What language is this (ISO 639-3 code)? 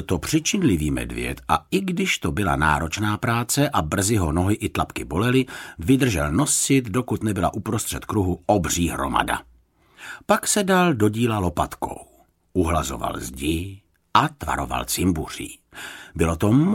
ces